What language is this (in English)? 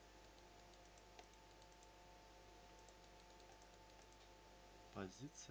Russian